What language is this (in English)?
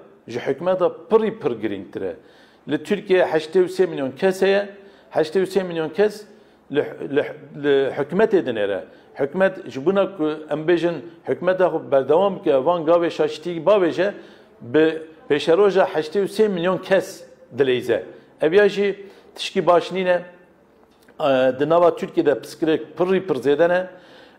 Kurdish